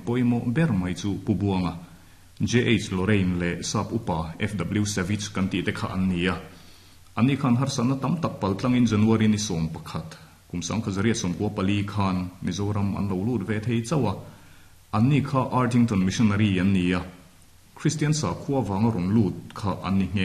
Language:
Mizo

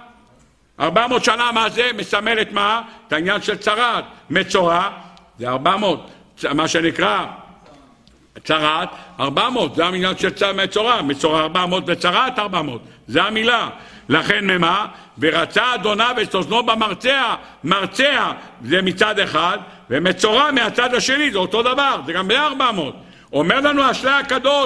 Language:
Hebrew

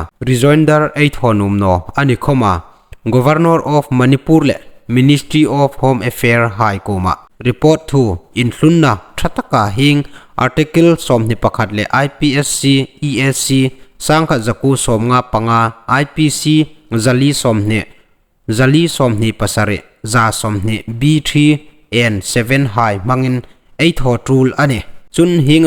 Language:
Hmar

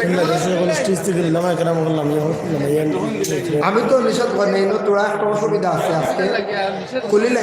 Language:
Sylheti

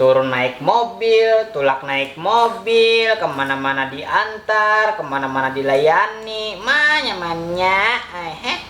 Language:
Banjar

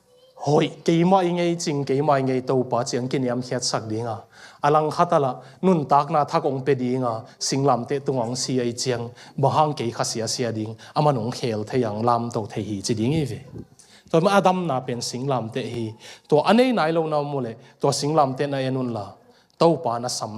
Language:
Tedim Chin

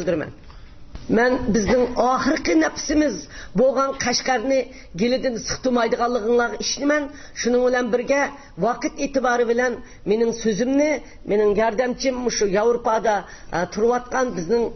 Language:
Uyghur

